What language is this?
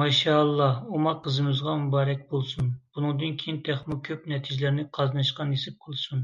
Uyghur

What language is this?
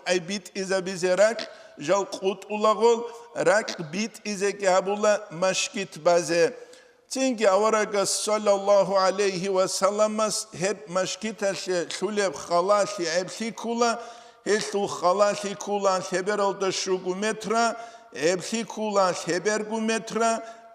Avaric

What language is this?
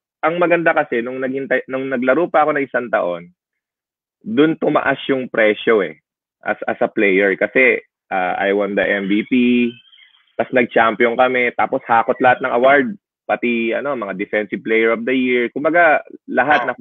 Filipino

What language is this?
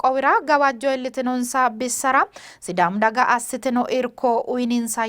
Sidamo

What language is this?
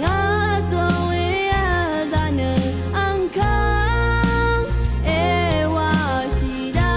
Rawang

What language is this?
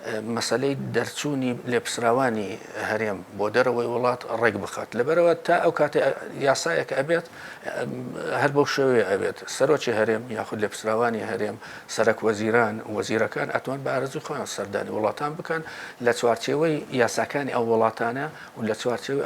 Central Kurdish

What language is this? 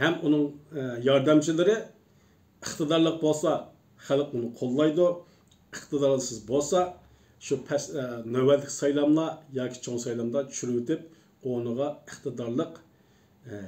Uyghur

